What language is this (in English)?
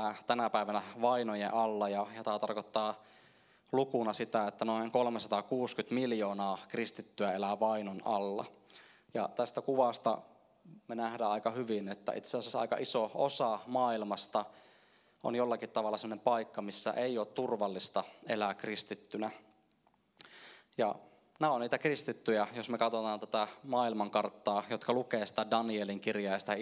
Finnish